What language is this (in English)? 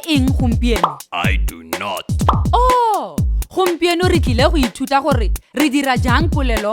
Tswana